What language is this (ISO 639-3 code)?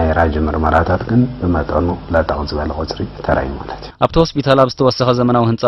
tir